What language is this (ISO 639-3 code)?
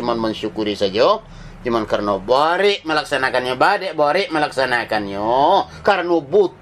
min